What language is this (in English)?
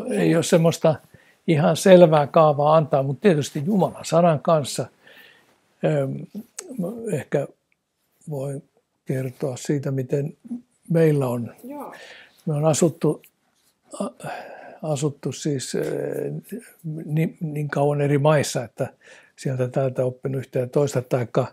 Finnish